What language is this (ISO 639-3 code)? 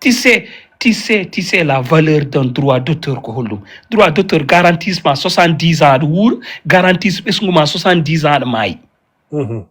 ful